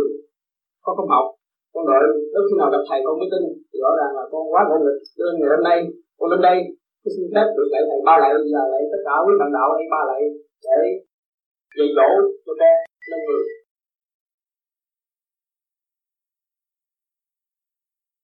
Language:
Vietnamese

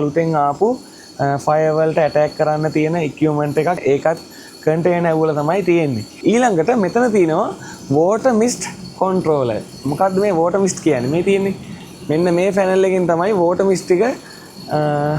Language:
Sinhala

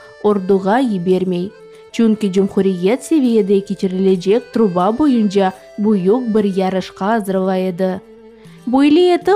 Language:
Crimean Tatar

